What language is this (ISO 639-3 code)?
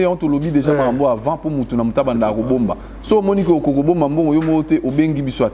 lin